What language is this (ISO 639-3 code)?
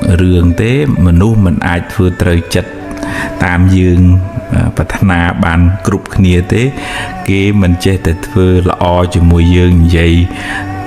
khm